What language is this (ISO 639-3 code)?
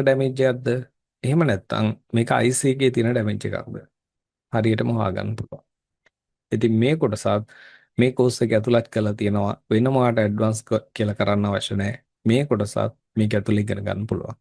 sin